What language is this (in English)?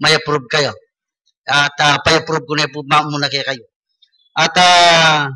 Pampanga